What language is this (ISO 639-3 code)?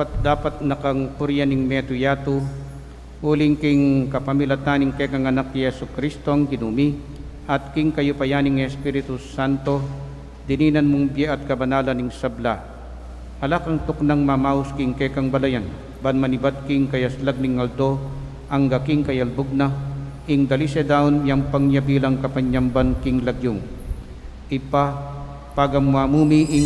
pam